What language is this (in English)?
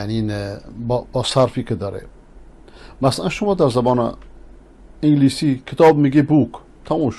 Persian